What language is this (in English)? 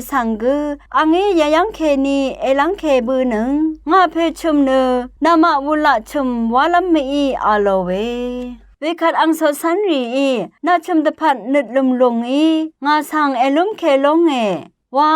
Rawang